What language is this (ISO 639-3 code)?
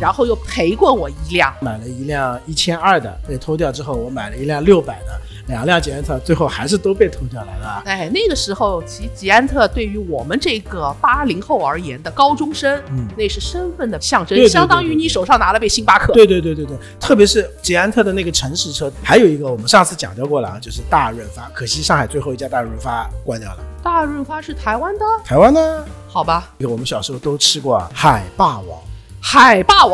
zho